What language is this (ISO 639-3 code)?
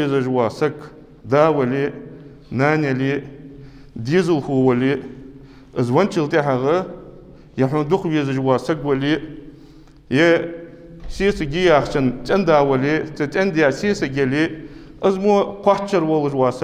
inh